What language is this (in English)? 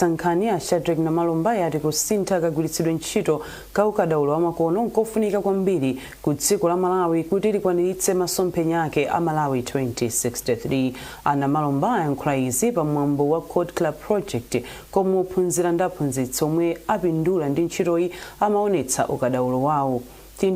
Nyanja